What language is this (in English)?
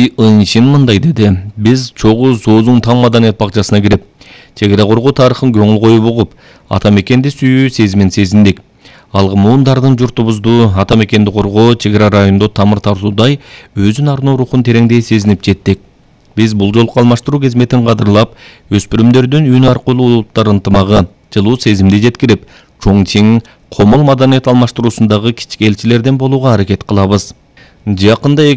Kyrgyz